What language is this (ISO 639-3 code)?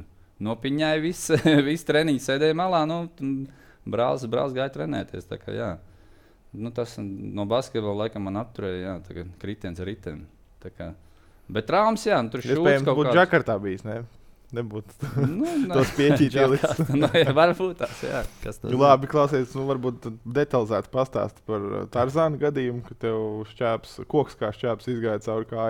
lav